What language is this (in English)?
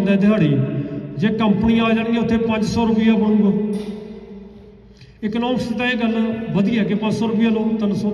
Punjabi